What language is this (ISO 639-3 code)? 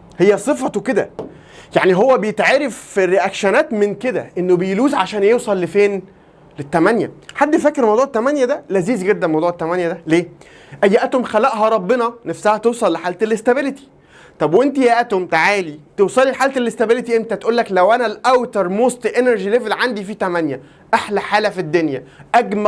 arz